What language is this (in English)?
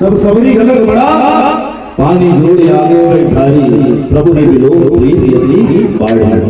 Chhattisgarhi